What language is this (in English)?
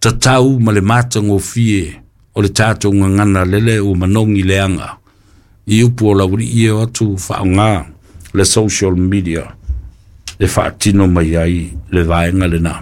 Samoan